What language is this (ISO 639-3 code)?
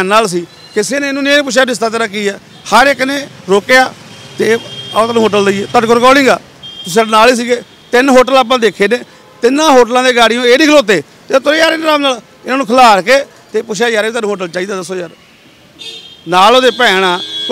pan